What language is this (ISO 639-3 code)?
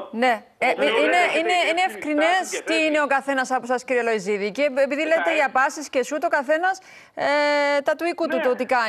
ell